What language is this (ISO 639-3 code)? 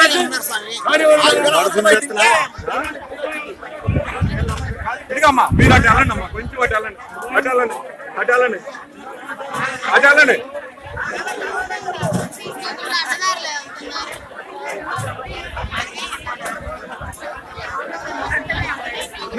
tel